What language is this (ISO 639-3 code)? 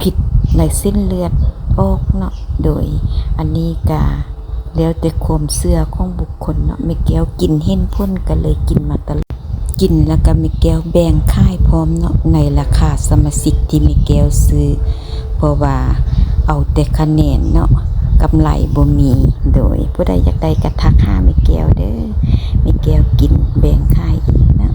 lao